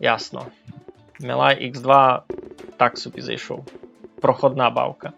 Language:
Rusyn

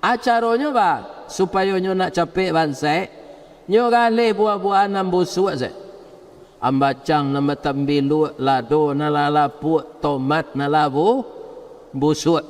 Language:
Minangkabau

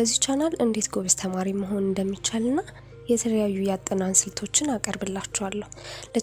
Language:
Amharic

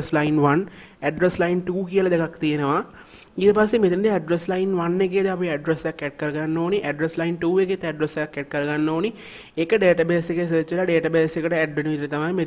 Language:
Sinhala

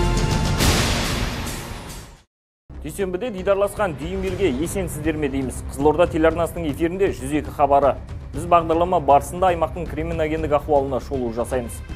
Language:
Kazakh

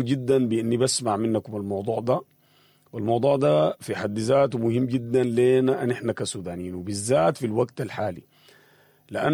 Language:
Sudanese Arabic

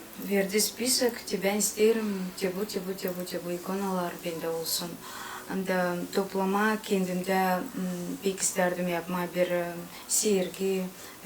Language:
Gagauz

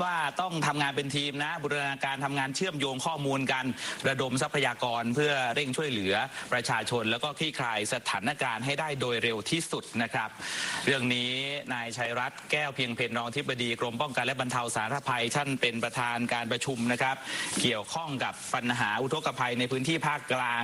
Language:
Thai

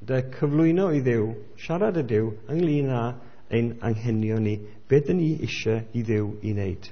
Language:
Welsh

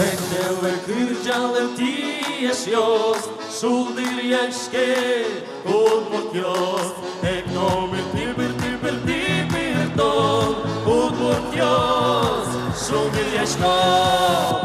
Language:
Udmurt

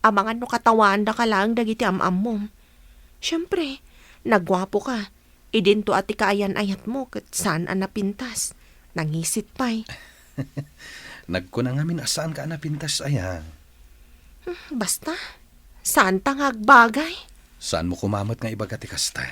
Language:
Iloko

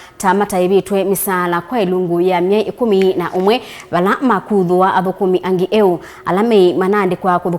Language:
Kamba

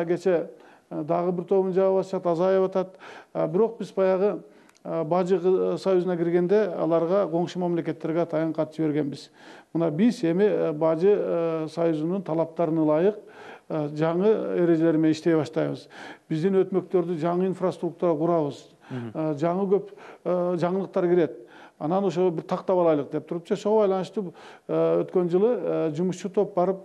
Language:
Kyrgyz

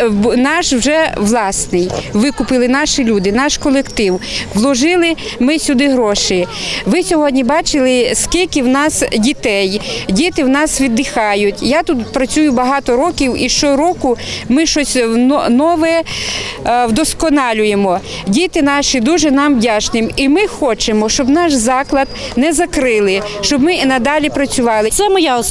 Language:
Ukrainian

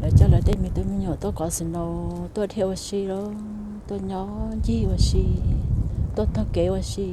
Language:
Hmong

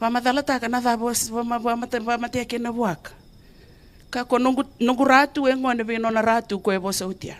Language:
Fijian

